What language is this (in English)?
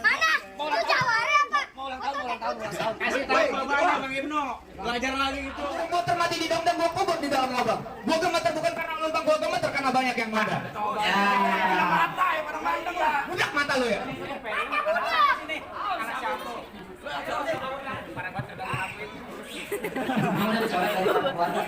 Betawi